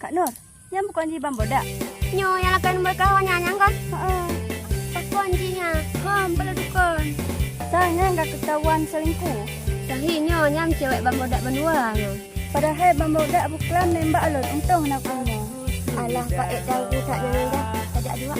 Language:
Achinese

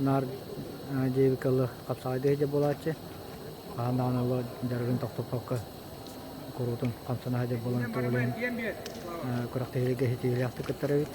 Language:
Yakut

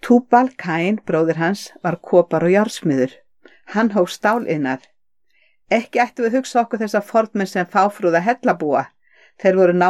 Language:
Icelandic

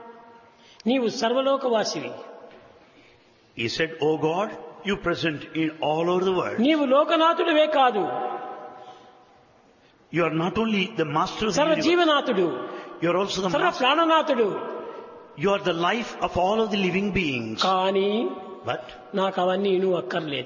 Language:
Telugu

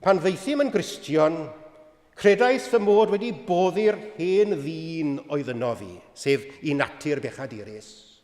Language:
Welsh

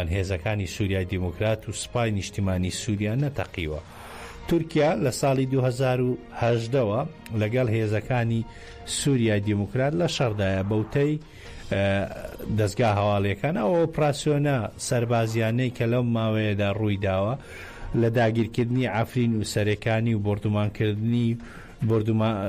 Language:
Central Kurdish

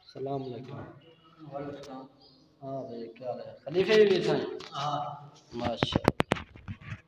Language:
Saraiki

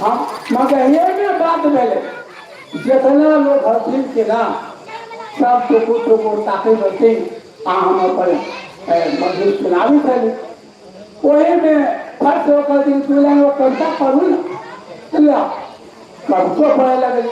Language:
Magahi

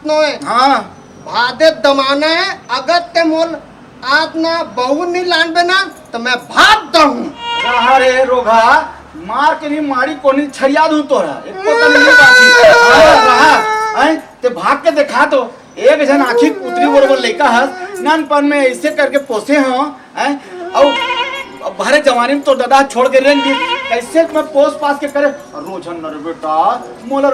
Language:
Chhattisgarhi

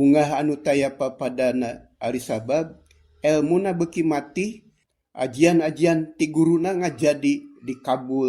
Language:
Sundanese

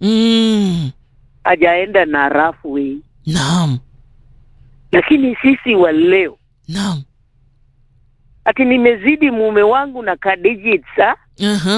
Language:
Swahili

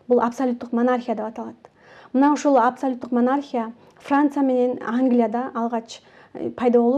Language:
Kyrgyz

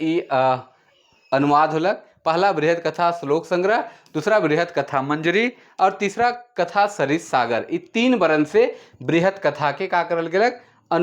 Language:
Sadri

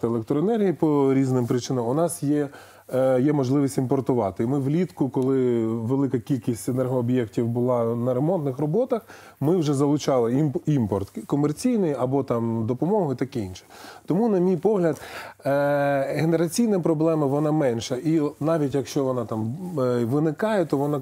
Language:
Ukrainian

